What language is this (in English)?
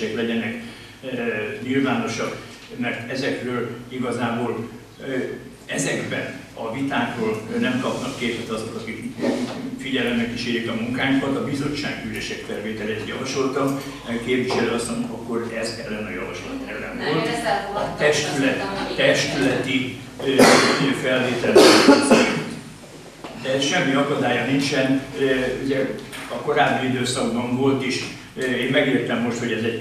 Hungarian